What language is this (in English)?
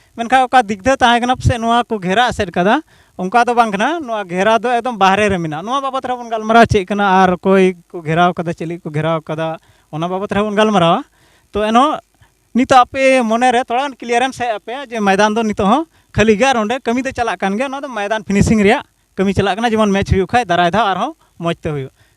Santali